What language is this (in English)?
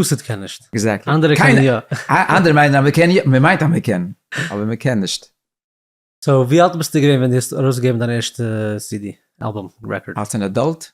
Yiddish